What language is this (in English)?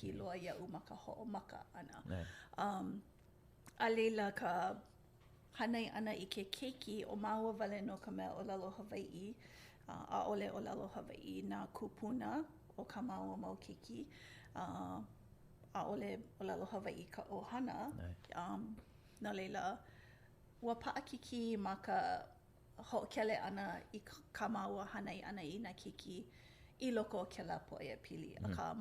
Hawaiian